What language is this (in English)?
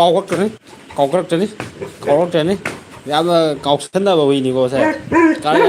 Manipuri